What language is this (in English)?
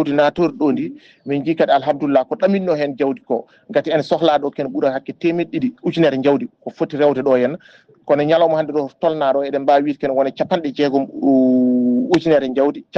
Fula